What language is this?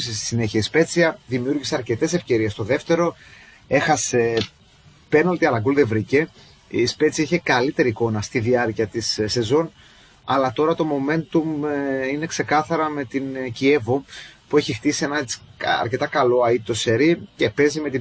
Greek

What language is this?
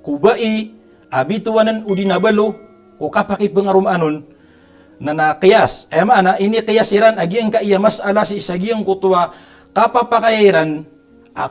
Maranao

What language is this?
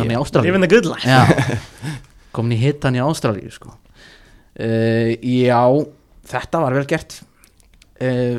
Icelandic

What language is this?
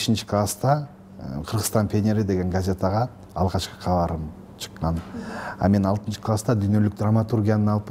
Kyrgyz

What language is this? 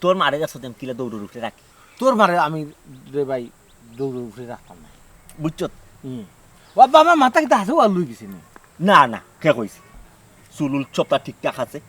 Sylheti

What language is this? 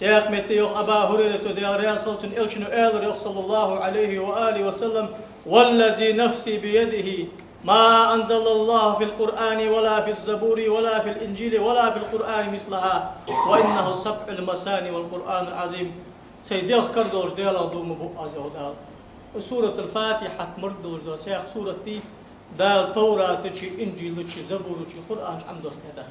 Ingush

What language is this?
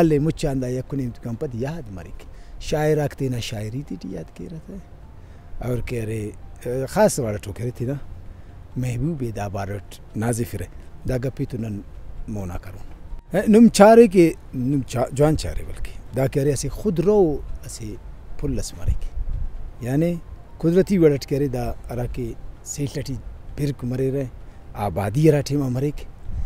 Brahui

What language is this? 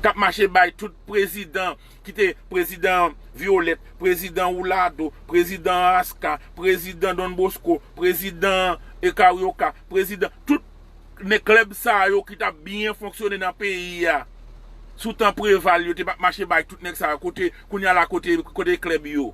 Haitian Creole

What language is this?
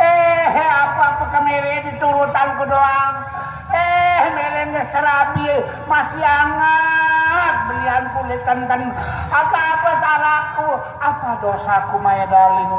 Sasak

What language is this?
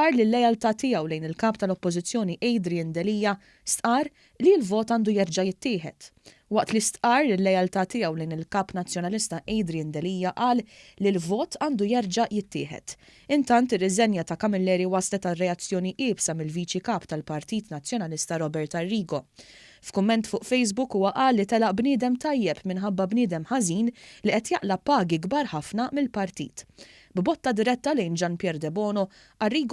Maltese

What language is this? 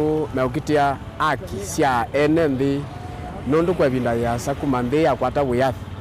Kamba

